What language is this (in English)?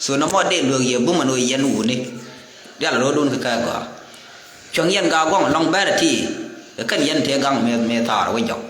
Nuer